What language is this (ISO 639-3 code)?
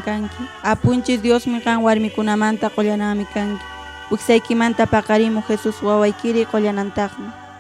que